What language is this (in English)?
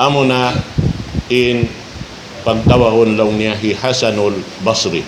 Tausug